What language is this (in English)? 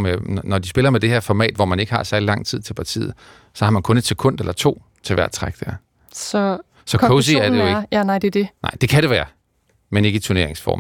Danish